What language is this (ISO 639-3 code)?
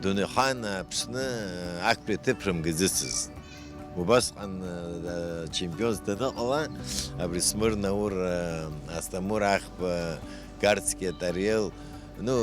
abk